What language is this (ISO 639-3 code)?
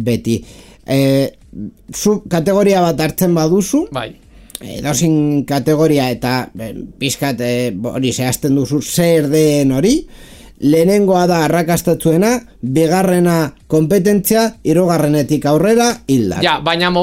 eus